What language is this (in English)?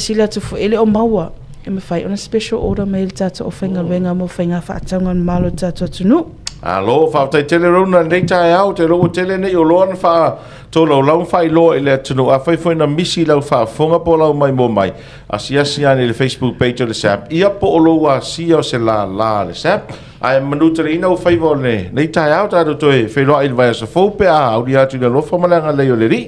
Samoan